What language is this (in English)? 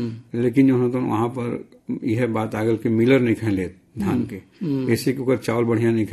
Bhojpuri